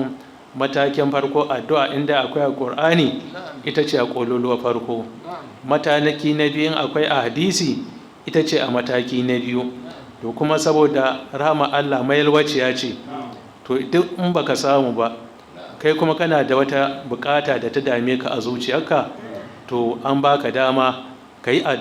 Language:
Hausa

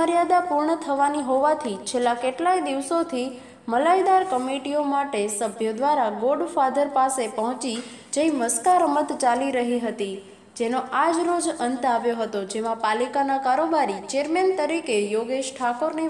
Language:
Gujarati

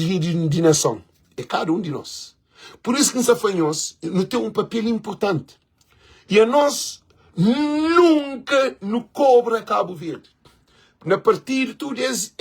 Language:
Kabuverdianu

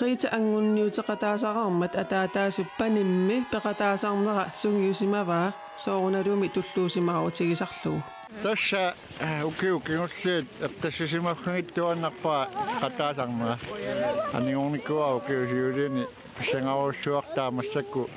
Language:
Kalaallisut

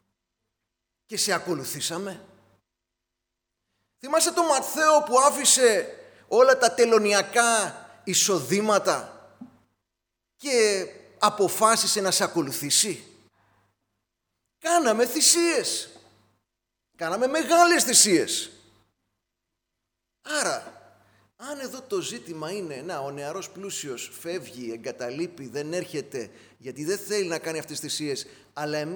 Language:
Greek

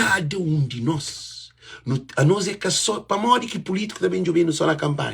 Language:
Kabuverdianu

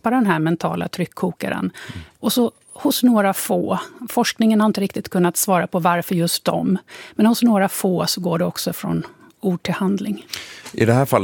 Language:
Swedish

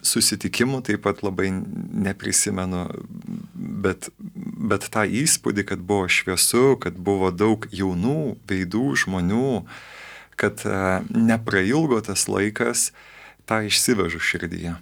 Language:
Lithuanian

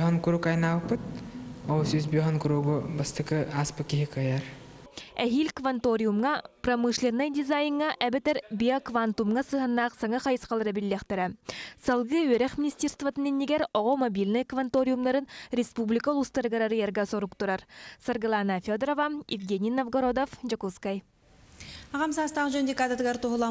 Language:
Yakut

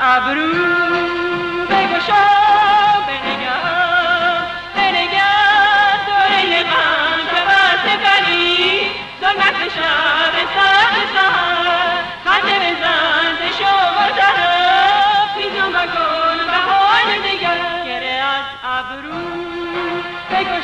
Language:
Persian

